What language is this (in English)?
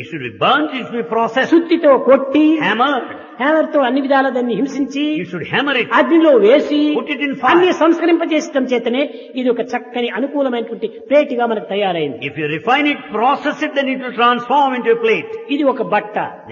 Telugu